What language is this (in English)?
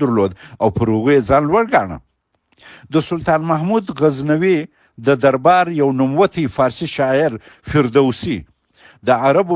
Pashto